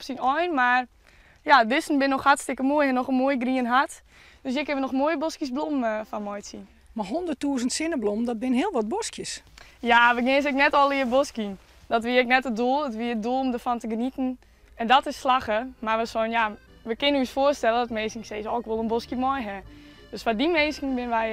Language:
Western Frisian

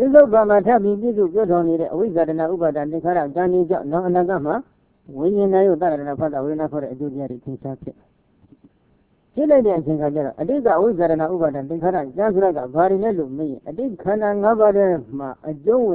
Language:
Burmese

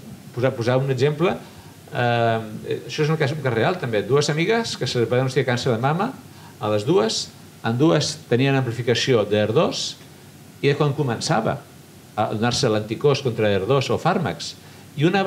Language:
Catalan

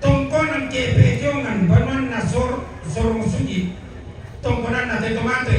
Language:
Toraja-Sa'dan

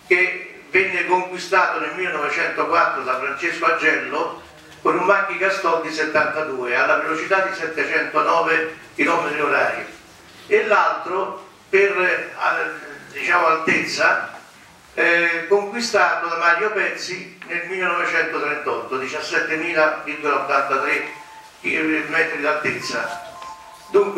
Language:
Italian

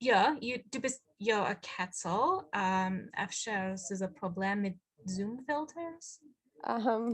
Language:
Yiddish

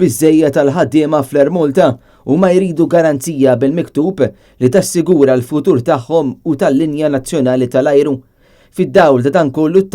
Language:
Maltese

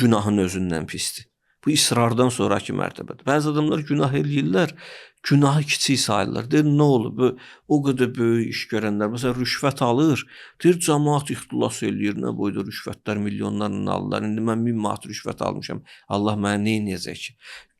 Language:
Azerbaijani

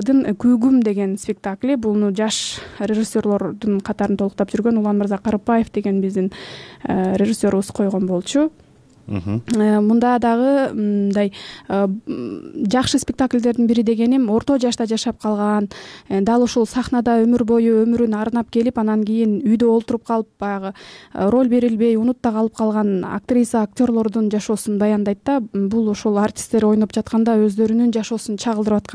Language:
Kyrgyz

